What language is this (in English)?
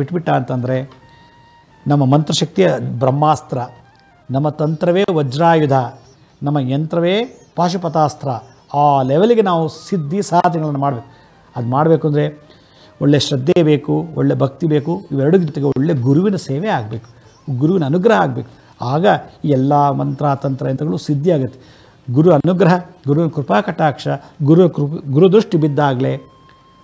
Kannada